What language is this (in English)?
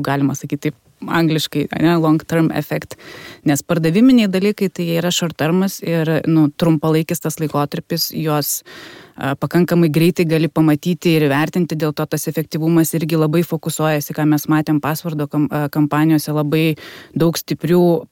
Lithuanian